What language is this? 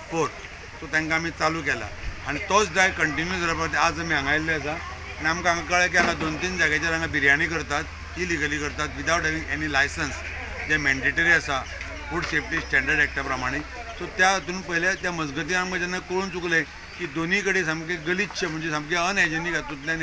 Konkani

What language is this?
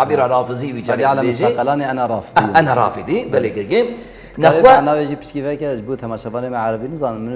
Kurdish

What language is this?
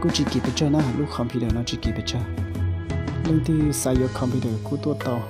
Hmong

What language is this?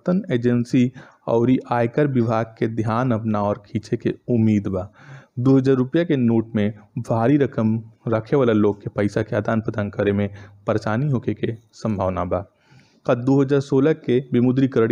Bhojpuri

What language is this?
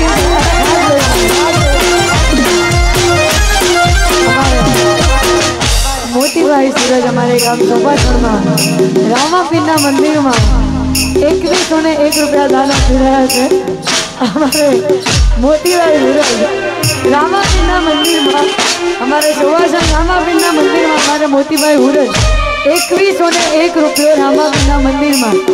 Gujarati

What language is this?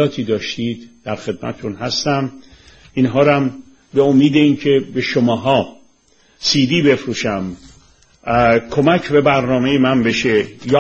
Persian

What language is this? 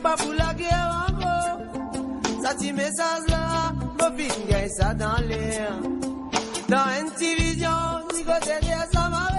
Morisyen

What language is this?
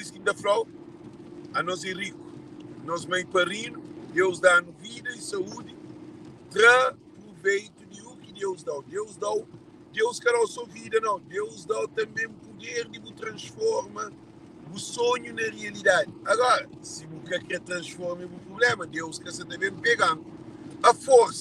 Kabuverdianu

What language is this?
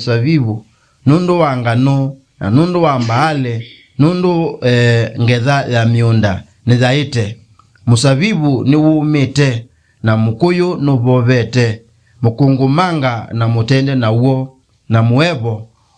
Kamba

